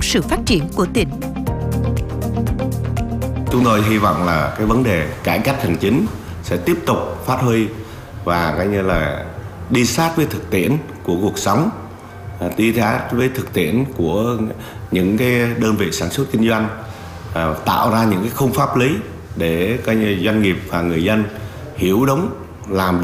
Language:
Vietnamese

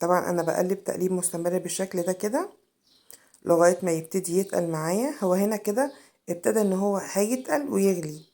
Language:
Egyptian Arabic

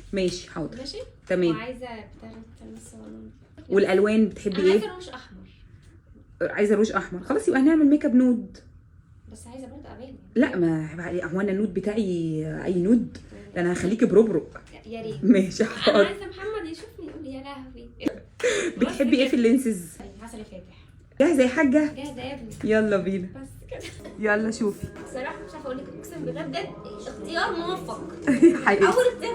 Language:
Egyptian Arabic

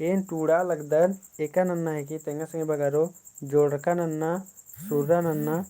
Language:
Kurukh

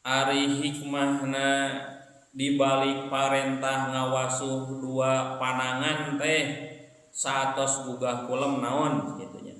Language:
Sundanese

